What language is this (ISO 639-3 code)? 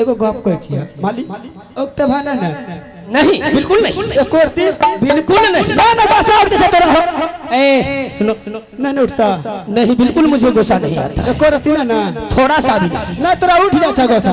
mai